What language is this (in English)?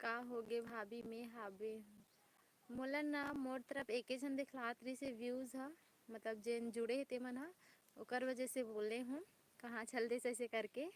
Chhattisgarhi